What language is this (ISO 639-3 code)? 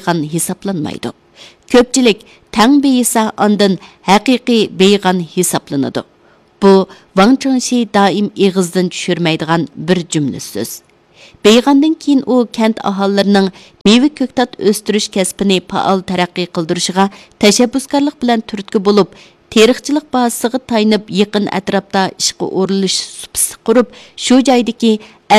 uig